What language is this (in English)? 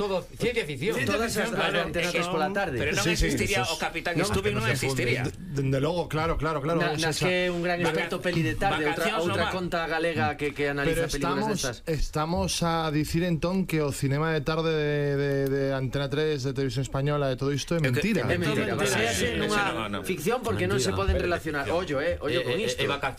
Galician